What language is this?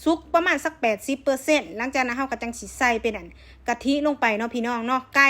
Lao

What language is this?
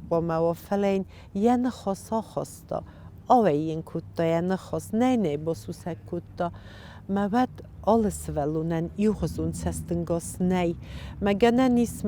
Ossetic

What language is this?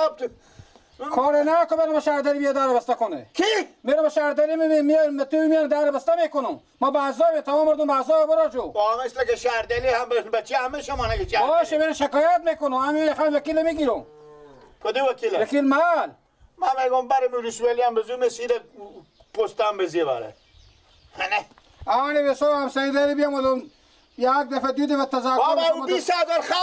Persian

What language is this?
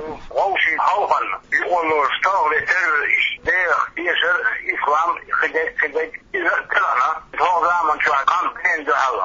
Chechen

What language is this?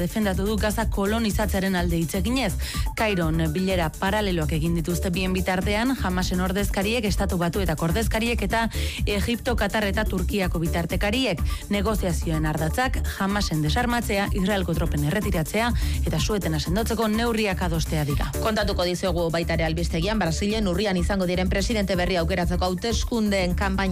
Basque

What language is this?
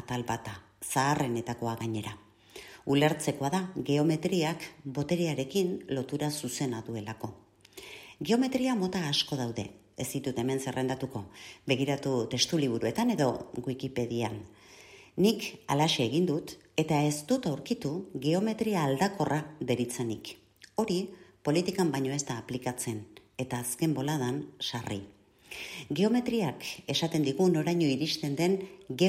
Basque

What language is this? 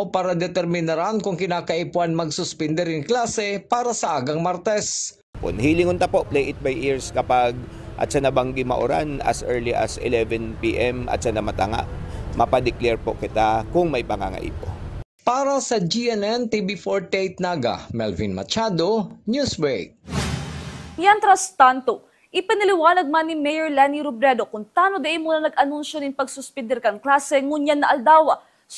Bikol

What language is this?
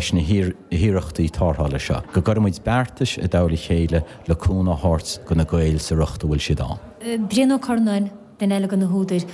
Irish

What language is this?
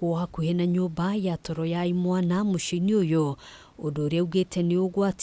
Kikuyu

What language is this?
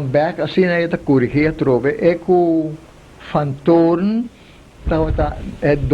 Papiamento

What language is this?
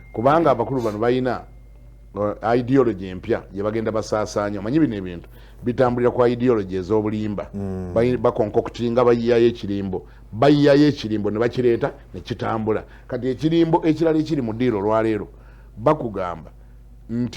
Ganda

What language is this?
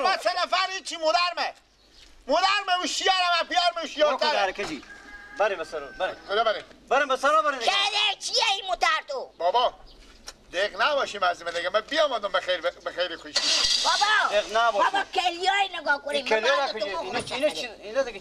Persian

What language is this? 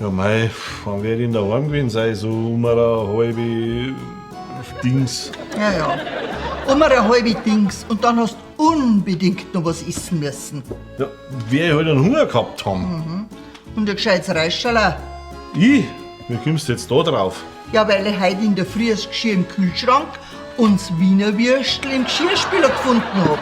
Bavarian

